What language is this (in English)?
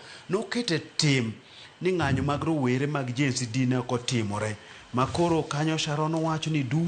Luo (Kenya and Tanzania)